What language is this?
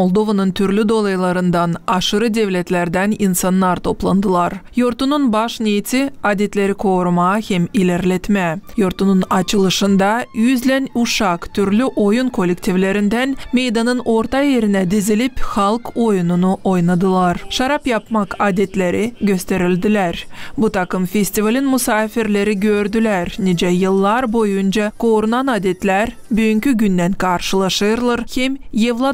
Gagauz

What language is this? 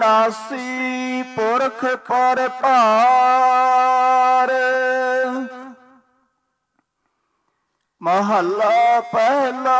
Punjabi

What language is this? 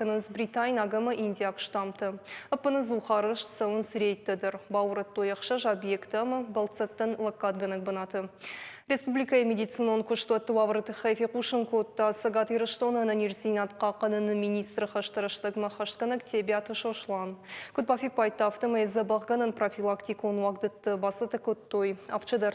Ossetic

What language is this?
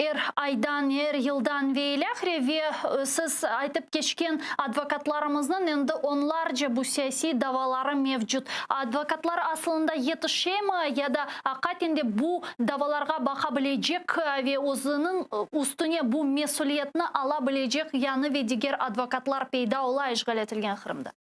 Crimean Tatar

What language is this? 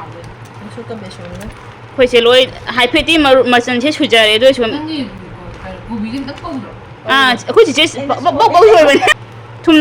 Manipuri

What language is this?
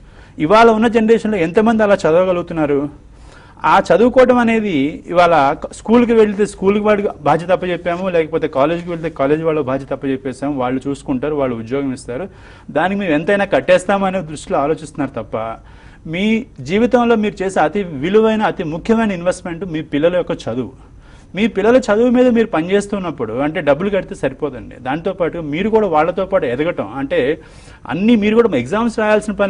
Telugu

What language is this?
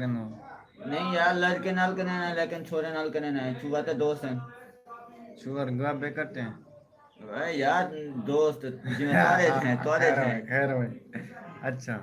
Saraiki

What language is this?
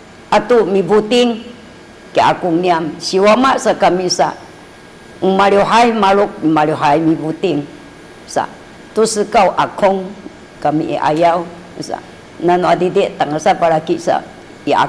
Sakizaya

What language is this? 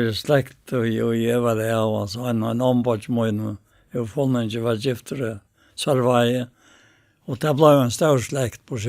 Faroese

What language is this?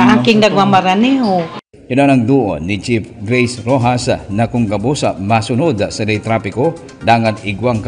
Bikol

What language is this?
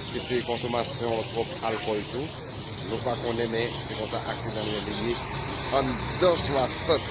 Haitian Creole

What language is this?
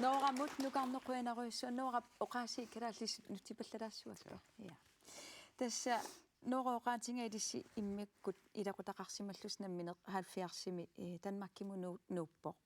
Kalaallisut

